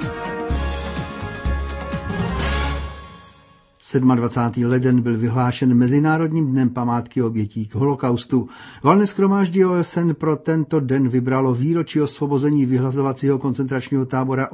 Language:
Czech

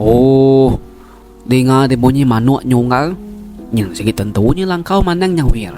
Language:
Iban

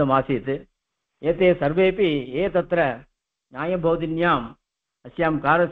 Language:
Sanskrit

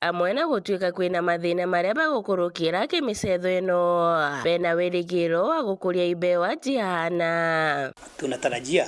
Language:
Meru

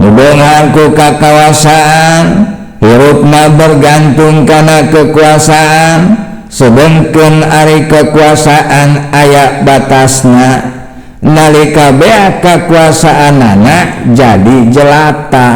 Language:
Sundanese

